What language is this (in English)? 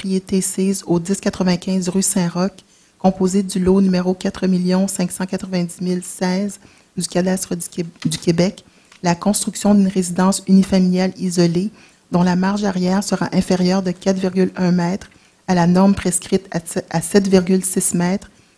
French